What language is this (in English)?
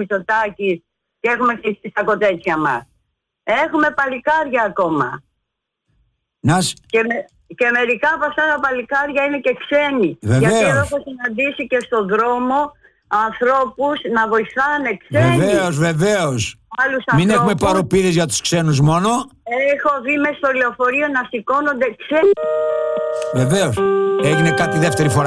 Greek